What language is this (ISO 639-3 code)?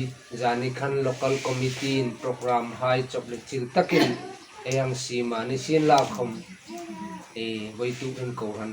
hmr